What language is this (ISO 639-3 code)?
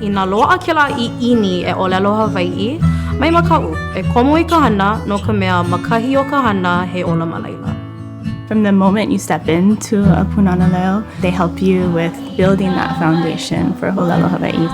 haw